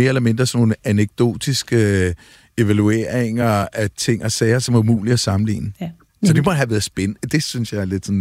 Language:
Danish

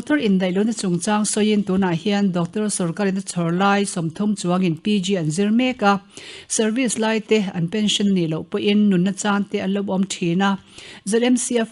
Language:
Mizo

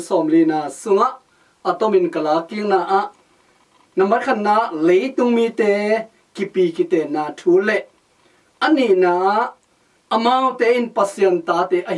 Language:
Tedim Chin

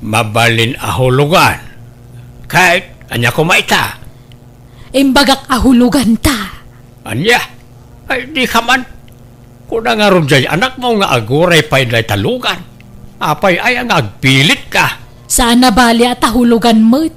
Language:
Iloko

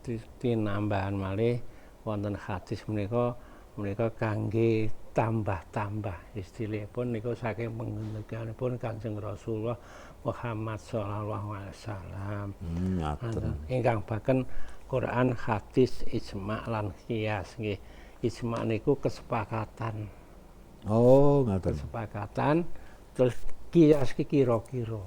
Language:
Javanese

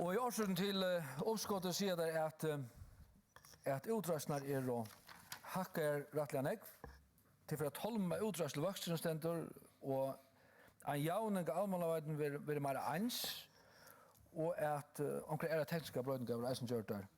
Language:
Faroese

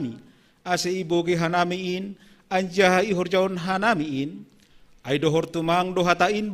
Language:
Batak Simalungun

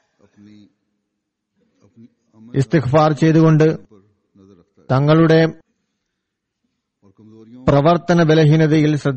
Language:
Malayalam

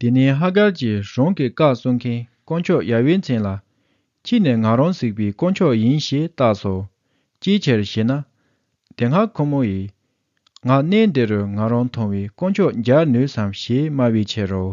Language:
Tibetan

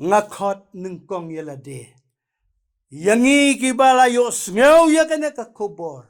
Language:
Khasi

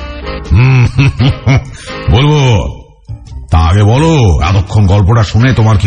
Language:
Bangla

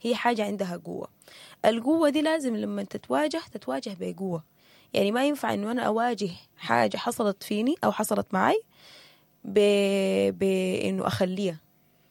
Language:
Sudanese Arabic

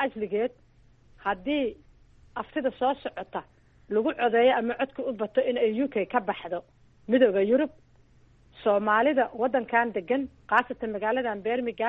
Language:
Somali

